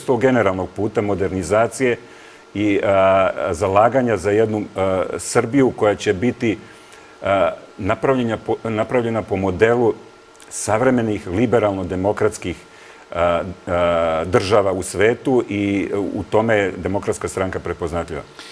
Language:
Serbian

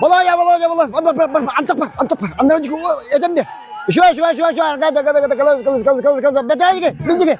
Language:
Yakut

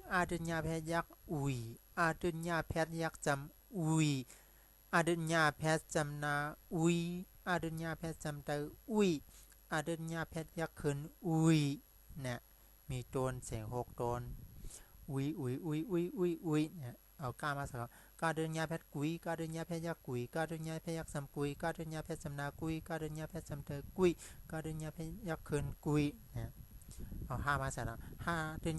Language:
Shan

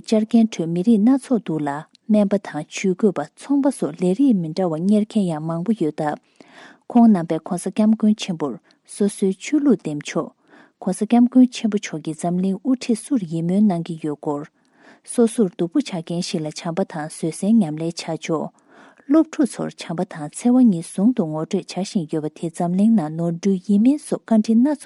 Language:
Tibetan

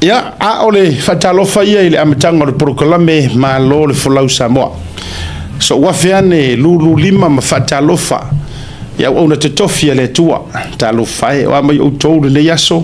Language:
Samoan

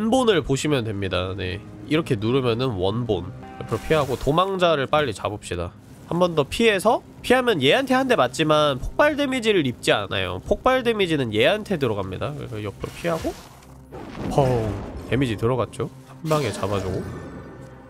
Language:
Korean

